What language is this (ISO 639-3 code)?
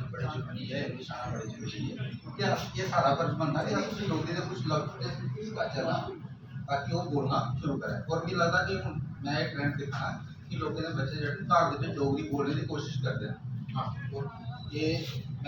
doi